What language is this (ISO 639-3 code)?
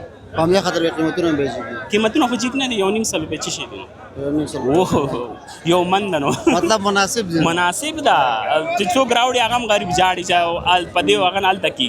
pus